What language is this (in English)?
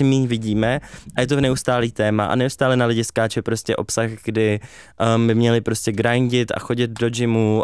Czech